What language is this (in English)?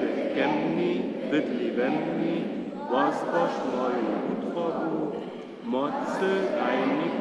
Upper Sorbian